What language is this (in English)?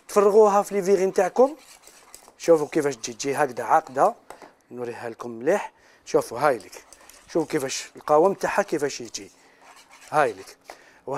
Algerian Arabic